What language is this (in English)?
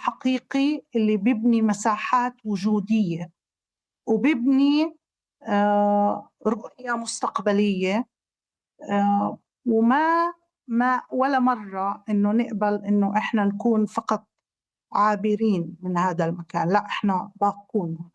North Levantine Arabic